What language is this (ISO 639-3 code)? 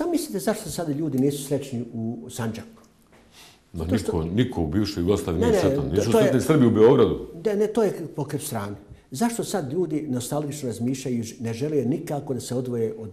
bos